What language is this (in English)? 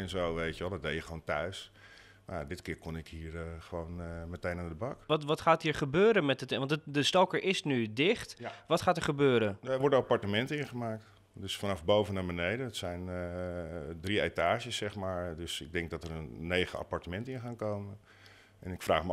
Dutch